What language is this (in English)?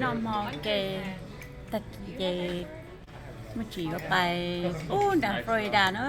Hmong